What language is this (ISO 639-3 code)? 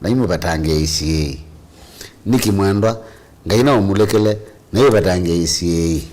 kam